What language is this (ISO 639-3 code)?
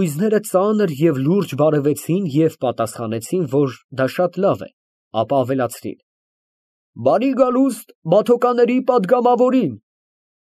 hye